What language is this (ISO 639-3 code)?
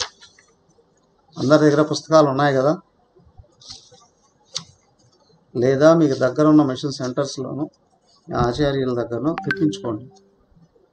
tel